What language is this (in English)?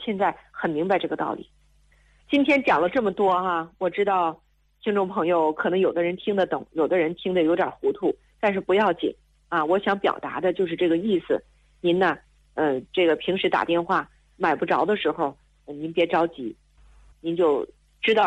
Chinese